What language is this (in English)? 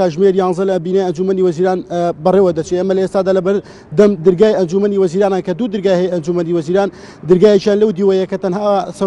Central Kurdish